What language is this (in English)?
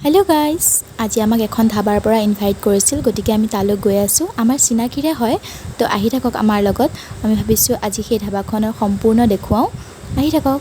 Assamese